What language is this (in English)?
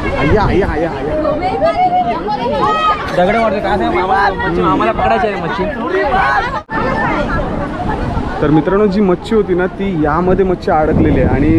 Marathi